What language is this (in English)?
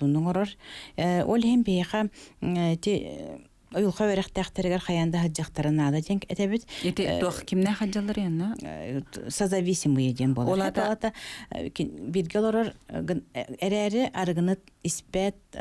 Yakut